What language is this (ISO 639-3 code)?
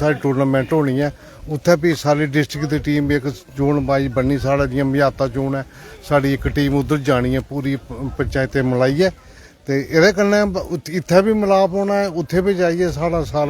doi